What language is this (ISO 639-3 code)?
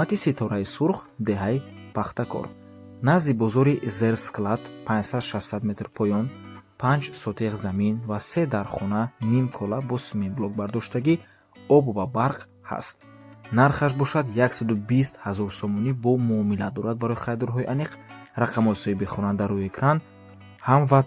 tgk